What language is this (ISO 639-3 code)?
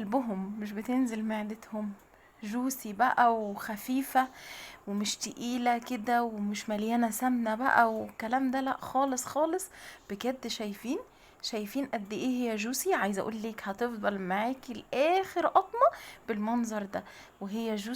arz